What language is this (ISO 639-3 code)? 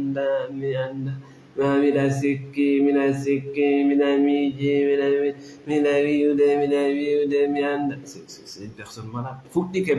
ful